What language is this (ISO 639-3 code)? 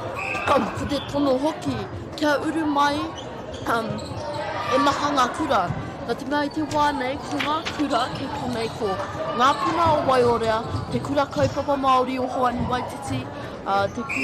mri